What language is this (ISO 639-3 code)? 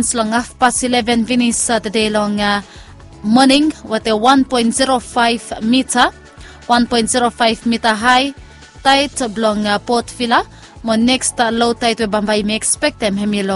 bis